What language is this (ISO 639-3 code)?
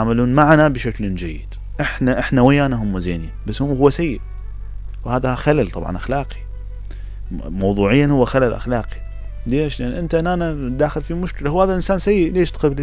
acm